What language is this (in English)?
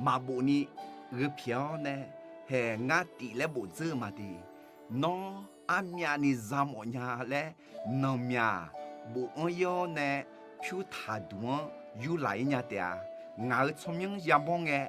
Akha